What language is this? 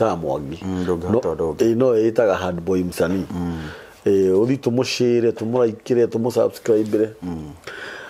Kikuyu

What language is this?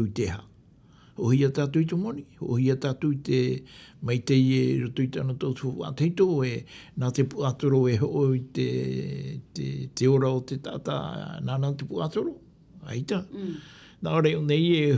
Tahitian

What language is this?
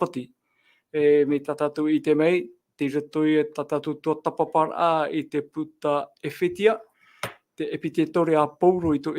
Tahitian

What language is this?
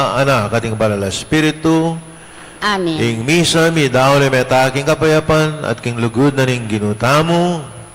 Pampanga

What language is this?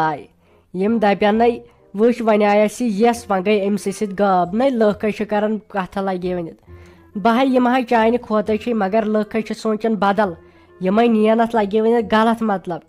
Kashmiri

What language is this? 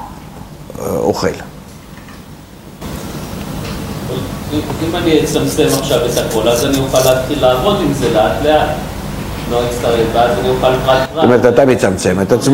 Hebrew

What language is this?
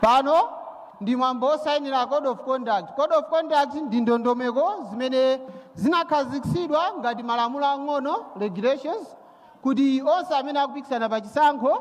Nyanja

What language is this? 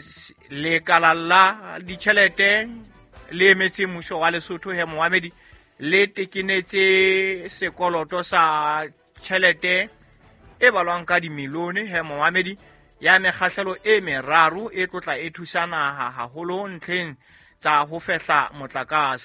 Southern Sotho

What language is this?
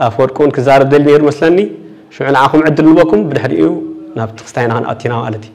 Tigrinya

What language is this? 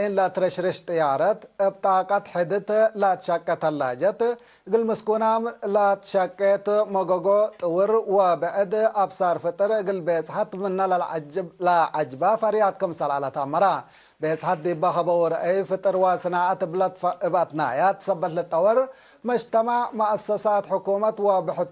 Tigre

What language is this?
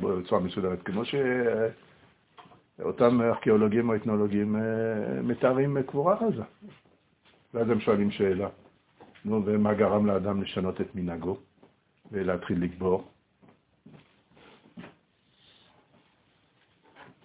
Hebrew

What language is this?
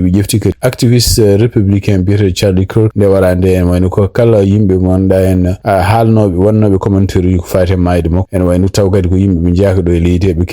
Fula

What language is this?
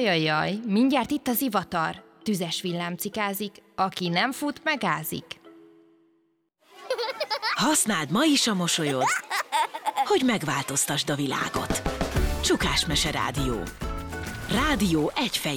Hungarian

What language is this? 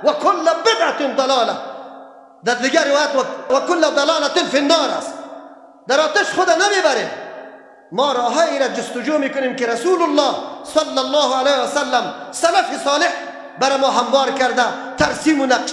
Persian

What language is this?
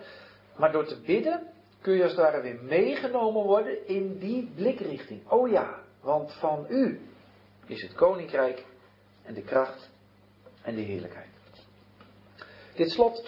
Dutch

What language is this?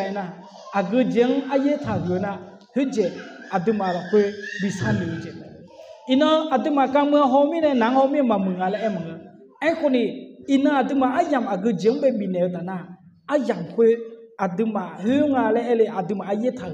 Akha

